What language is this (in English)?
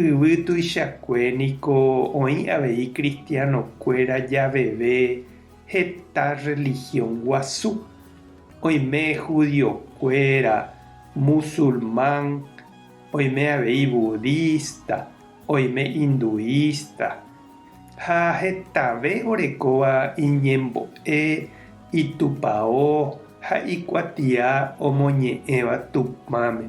Guarani